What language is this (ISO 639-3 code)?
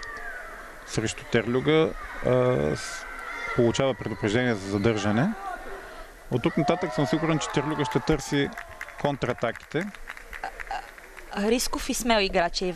bul